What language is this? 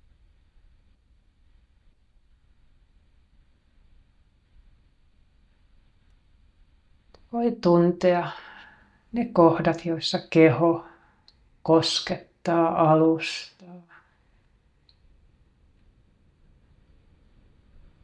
Finnish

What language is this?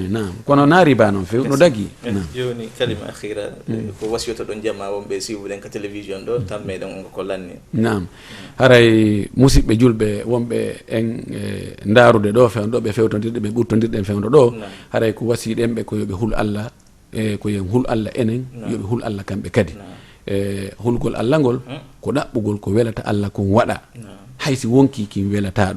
Fula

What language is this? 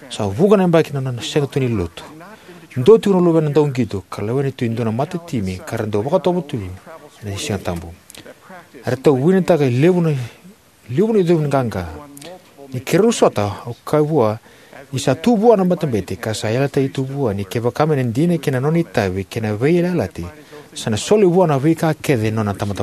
Fijian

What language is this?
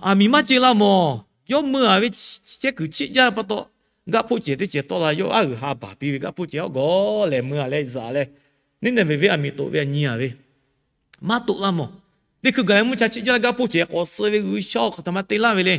Lahu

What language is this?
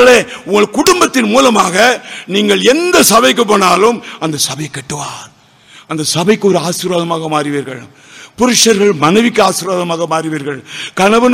Tamil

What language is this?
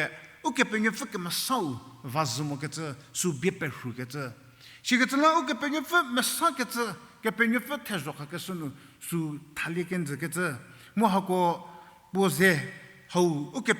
Angami Naga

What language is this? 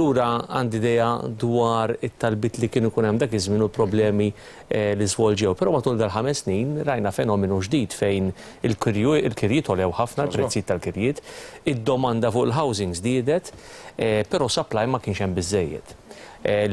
Maltese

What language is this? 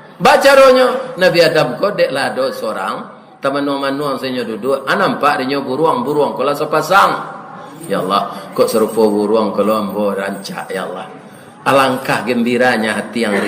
Minangkabau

